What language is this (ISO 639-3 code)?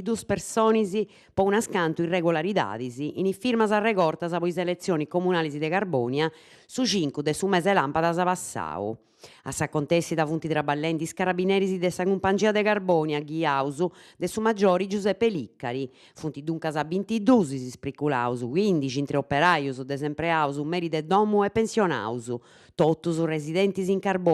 srd